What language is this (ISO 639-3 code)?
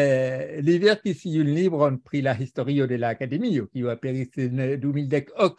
epo